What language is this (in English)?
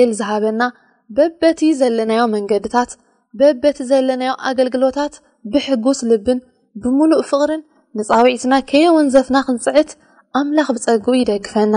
Tigrinya